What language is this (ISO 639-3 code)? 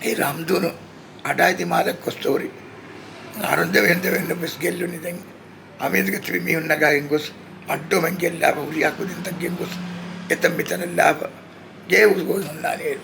div